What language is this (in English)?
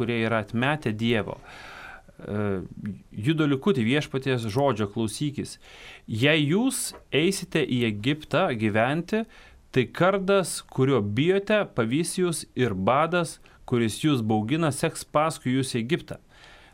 Lithuanian